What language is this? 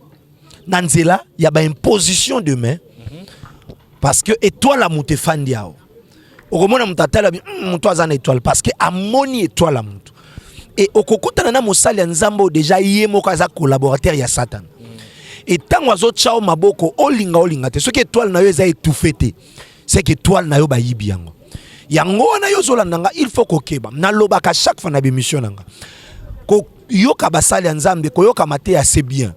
Lingala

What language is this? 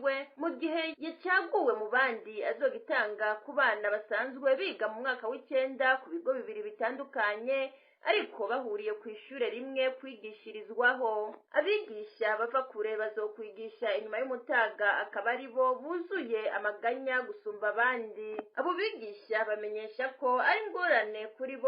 Rundi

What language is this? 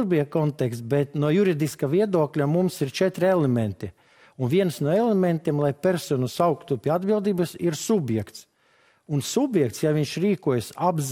Latvian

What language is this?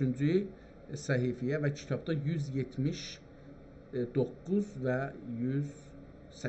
South Azerbaijani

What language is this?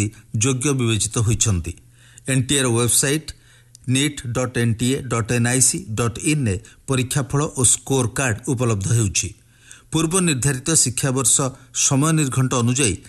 Odia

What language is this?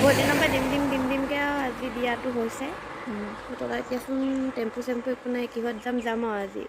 Assamese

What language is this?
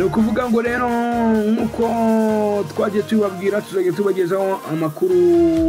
Kinyarwanda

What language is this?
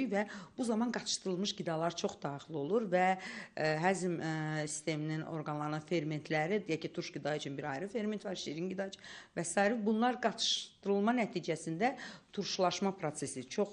Azerbaijani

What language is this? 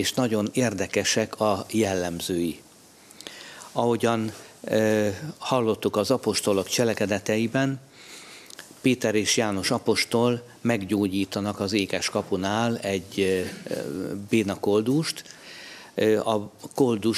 Hungarian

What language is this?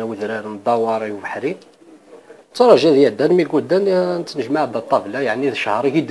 Kabyle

